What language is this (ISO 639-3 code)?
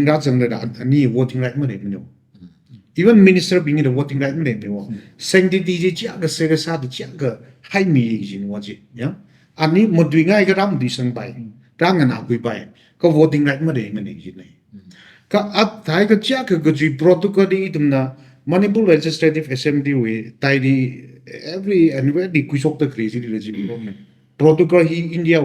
nmf